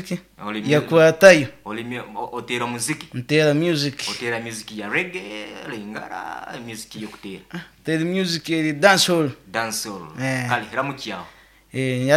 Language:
Nyoro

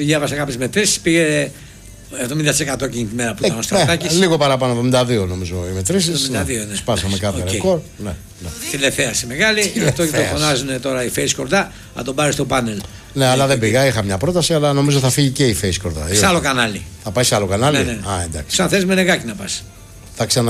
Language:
Greek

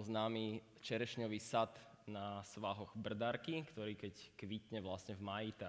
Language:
Slovak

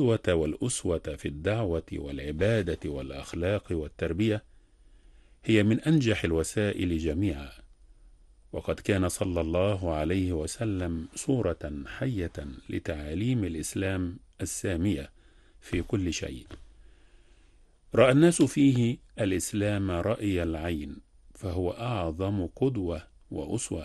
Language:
Arabic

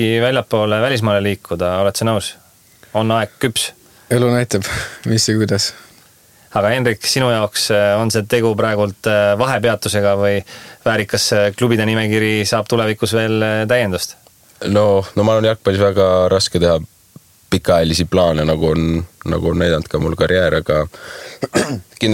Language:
Estonian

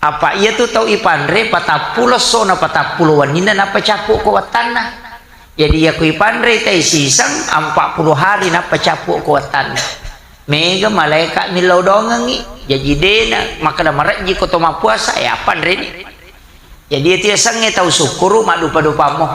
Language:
Buginese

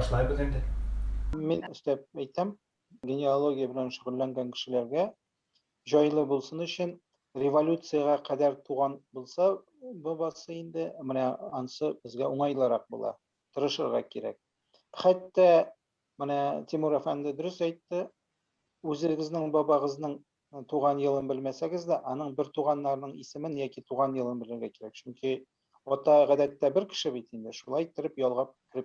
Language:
Tatar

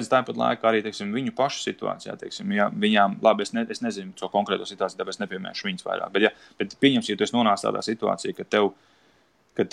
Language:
Latvian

